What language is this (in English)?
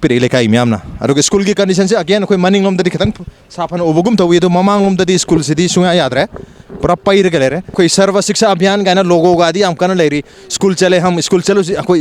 Manipuri